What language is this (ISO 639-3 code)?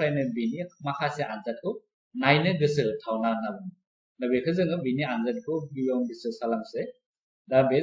brx